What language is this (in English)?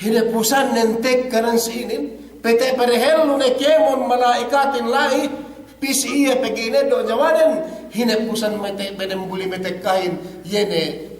Yakan